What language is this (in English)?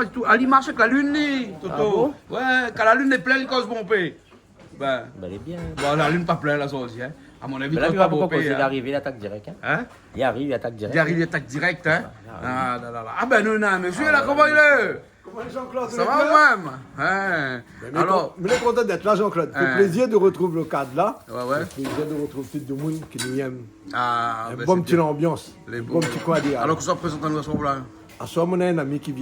Réunion Creole French